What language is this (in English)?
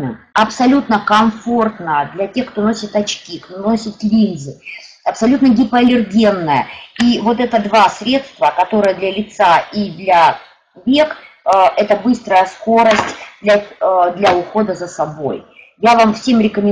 Russian